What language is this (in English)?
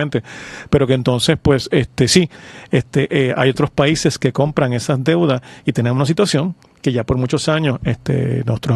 Spanish